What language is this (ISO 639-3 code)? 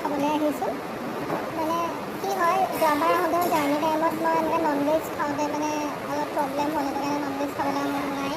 asm